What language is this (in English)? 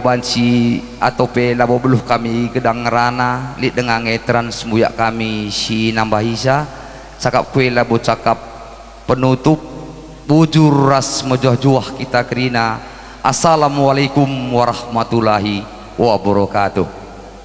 Batak Karo